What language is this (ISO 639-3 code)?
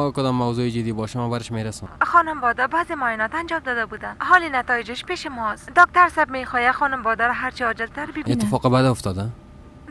fas